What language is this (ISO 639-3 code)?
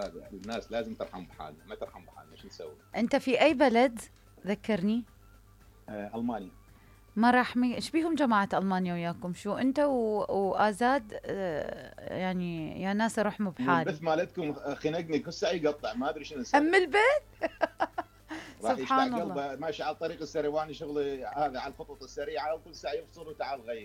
acm